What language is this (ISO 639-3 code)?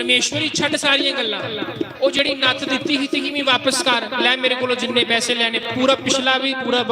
doi